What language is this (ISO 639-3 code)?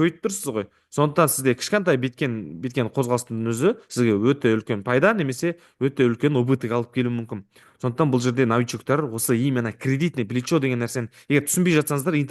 kaz